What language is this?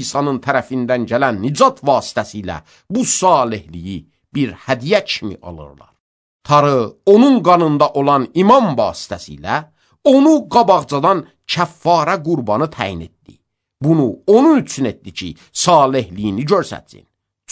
Azerbaijani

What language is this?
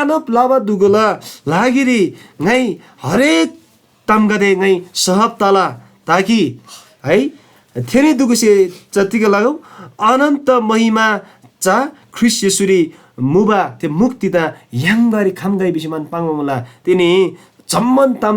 Eastern Tamang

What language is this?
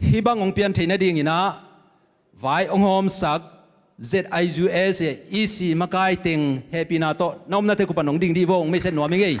Tedim Chin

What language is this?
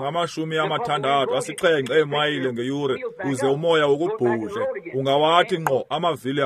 Xhosa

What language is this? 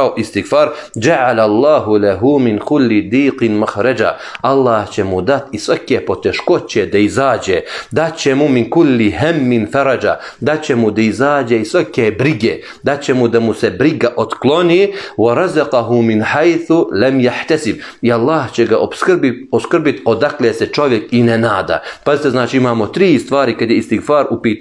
Bosnian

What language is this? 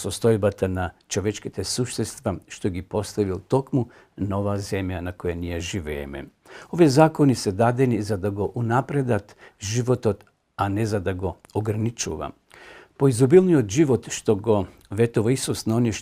Macedonian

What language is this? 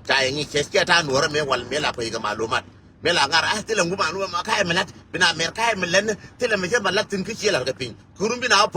Nuer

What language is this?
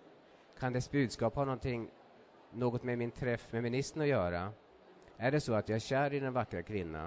Swedish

